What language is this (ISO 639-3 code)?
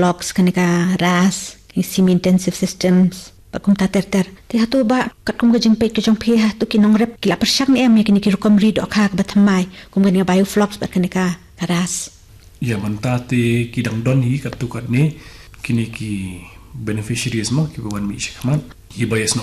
kha